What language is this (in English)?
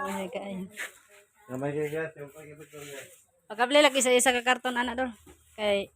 Cebuano